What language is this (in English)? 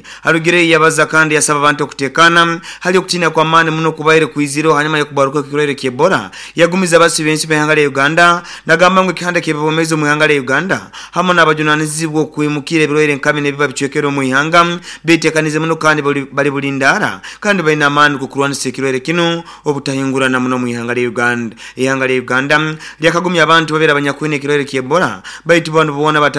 Nyoro